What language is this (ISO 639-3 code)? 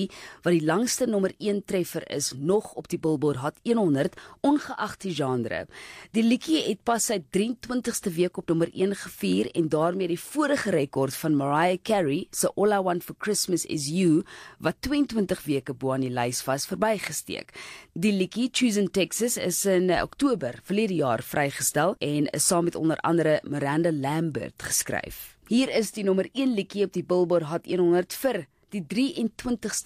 afr